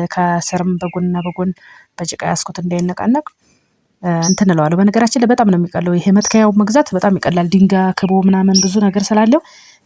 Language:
Amharic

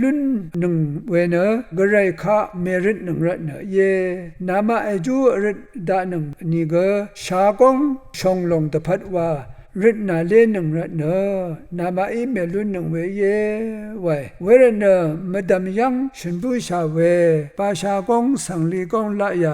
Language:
Rawang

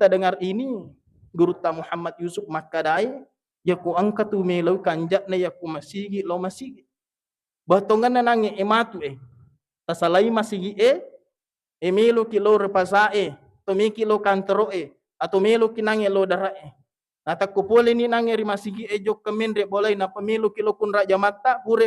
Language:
Buginese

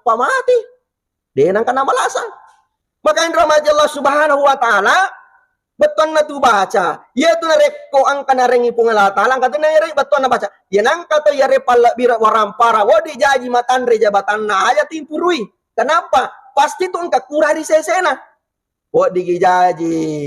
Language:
Buginese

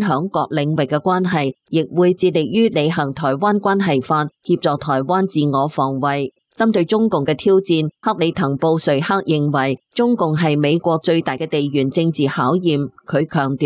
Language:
Cantonese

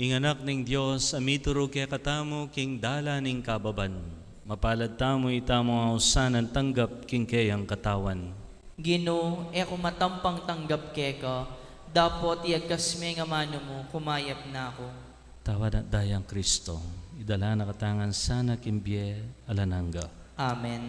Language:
Pampanga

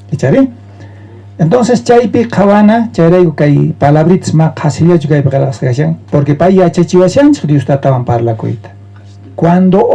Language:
South Bolivian Quechua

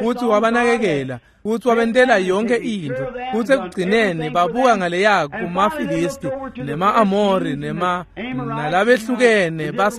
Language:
Swati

